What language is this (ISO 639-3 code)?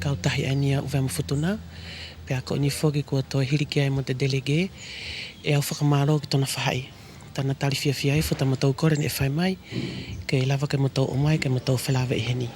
wls